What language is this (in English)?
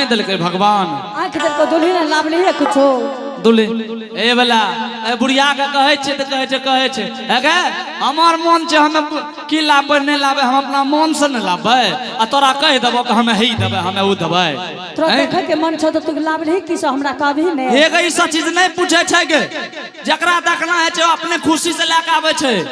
Angika